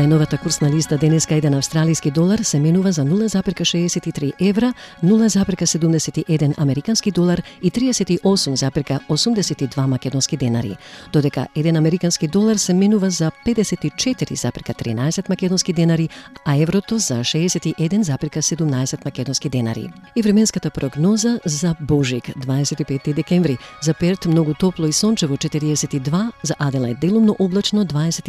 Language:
Macedonian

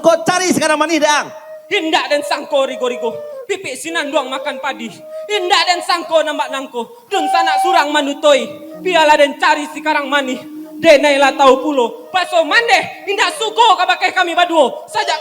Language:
Minangkabau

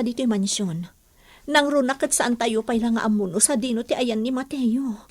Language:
Iloko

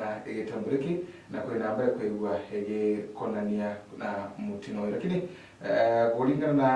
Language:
Meru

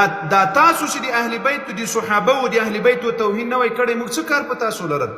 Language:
Pashto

